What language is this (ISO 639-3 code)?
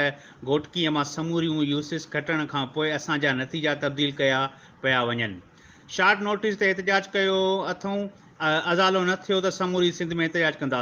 snd